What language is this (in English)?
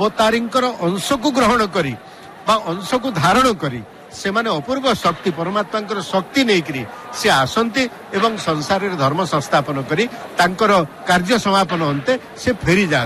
Odia